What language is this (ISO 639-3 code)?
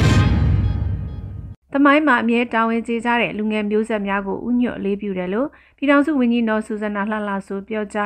mya